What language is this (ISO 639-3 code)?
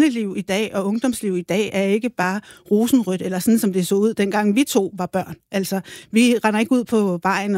dan